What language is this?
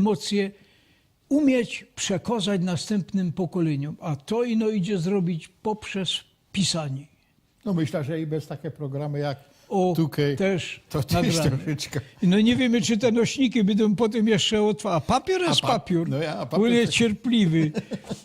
Silesian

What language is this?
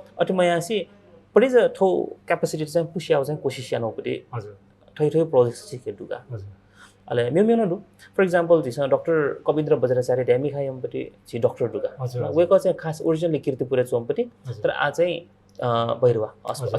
Newari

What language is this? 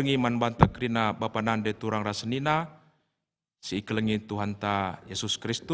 Batak Karo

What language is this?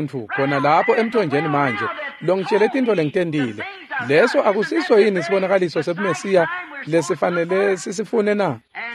Swati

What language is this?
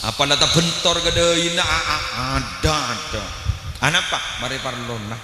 Madurese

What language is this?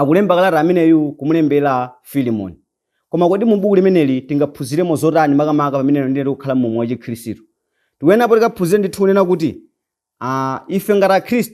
Nyanja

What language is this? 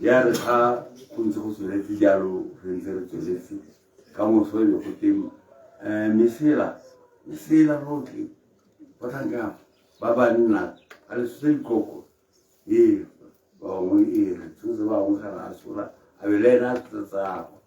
Tswana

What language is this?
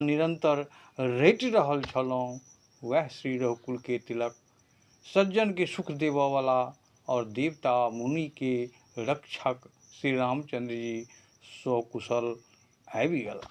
Maithili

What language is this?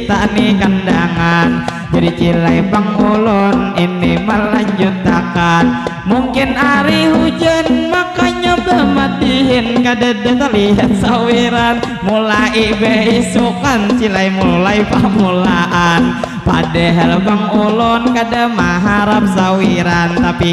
Banjar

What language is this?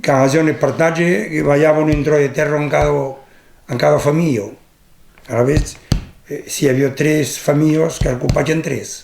Occitan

